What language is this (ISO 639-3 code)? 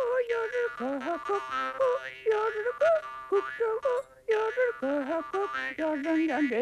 bak